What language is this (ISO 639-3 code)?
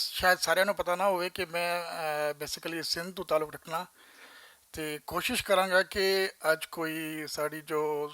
lah